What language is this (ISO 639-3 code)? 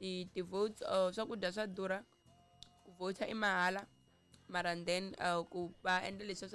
tso